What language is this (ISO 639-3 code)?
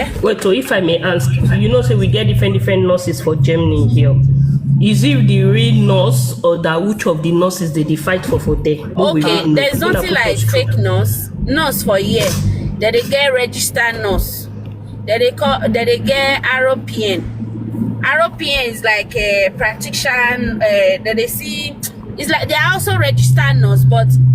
pcm